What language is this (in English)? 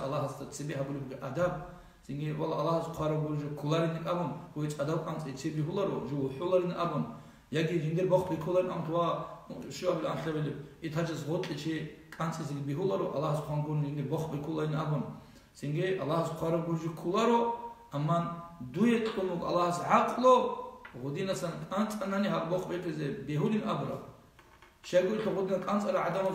Avaric